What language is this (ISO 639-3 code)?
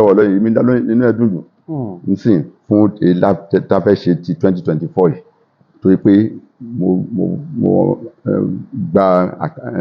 yor